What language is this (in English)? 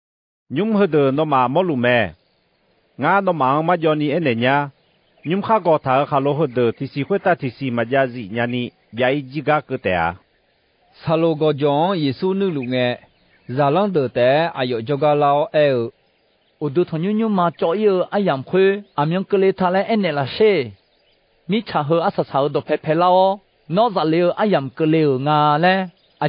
Akha